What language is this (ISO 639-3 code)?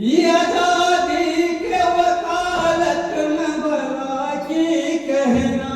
anp